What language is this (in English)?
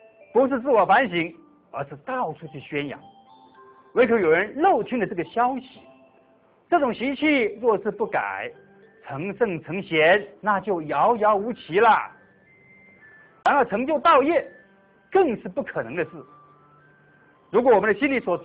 Chinese